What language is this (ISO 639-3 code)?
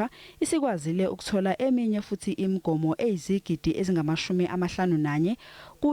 zul